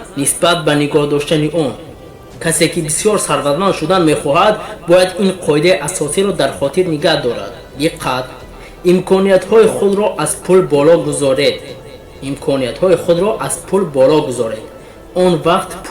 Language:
Tajik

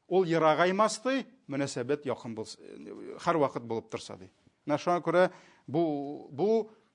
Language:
Tatar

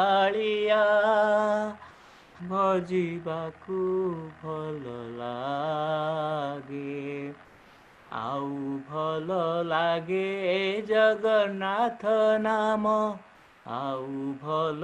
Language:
Odia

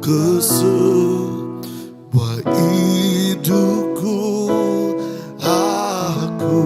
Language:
Iban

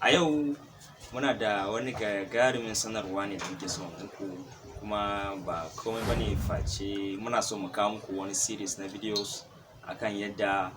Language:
Hausa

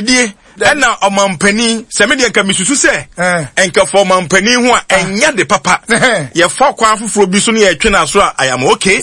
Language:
Akan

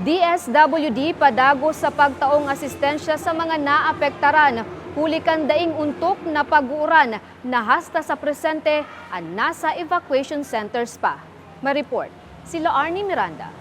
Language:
Bikol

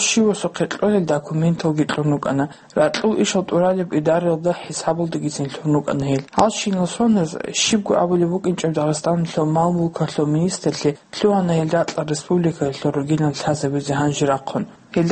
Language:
Avaric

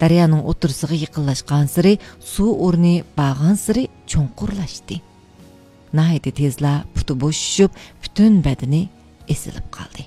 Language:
Uyghur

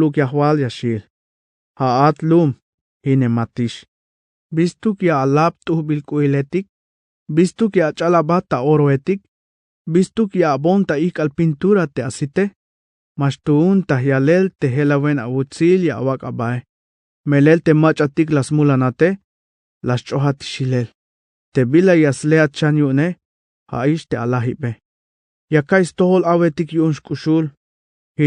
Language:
Tzeltal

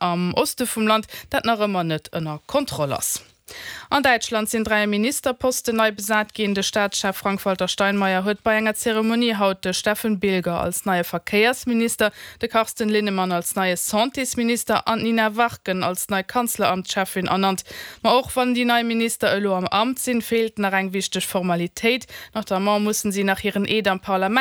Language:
Luxembourgish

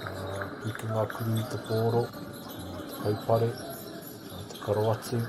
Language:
Māori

